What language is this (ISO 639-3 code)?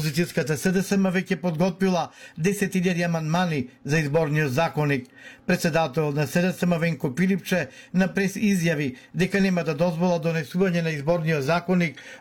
mkd